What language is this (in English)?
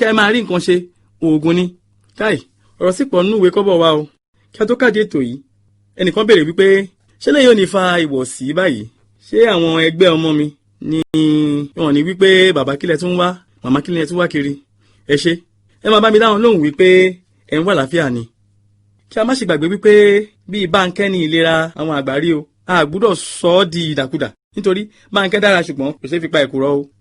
Yoruba